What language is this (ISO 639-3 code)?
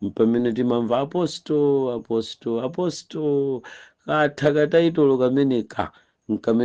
nya